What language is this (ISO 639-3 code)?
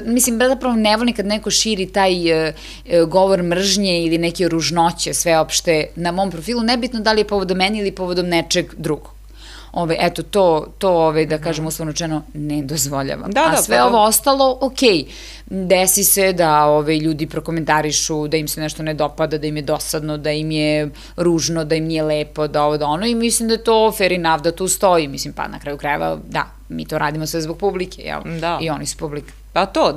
srp